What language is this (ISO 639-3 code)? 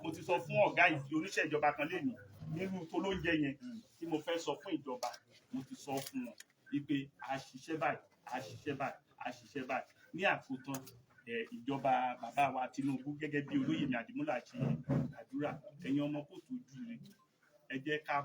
yor